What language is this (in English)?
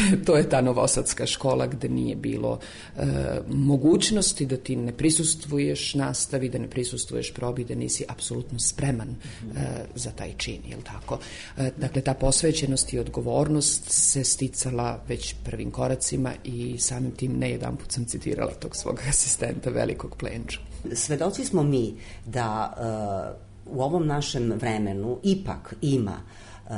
Serbian